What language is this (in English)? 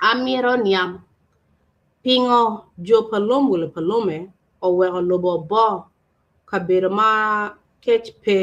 Acoli